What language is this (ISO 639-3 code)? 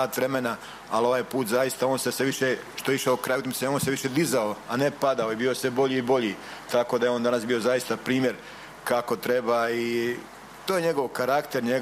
hrv